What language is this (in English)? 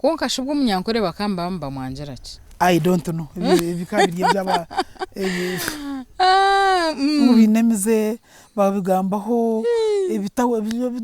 Nyankole